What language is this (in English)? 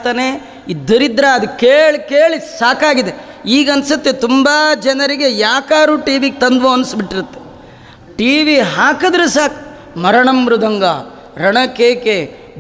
Kannada